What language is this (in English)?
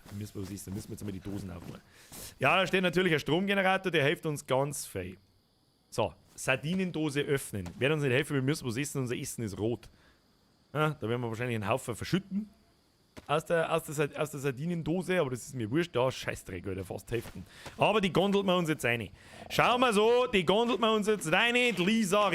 Bavarian